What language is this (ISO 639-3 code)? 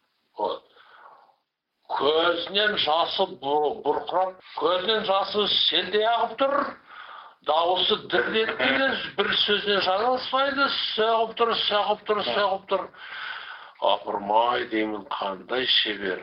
kaz